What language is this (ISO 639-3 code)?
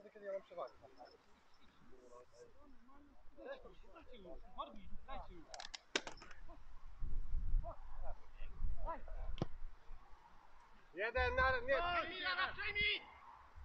pol